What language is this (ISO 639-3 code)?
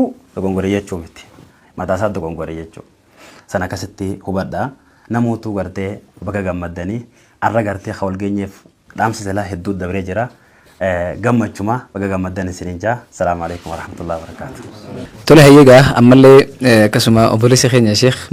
orm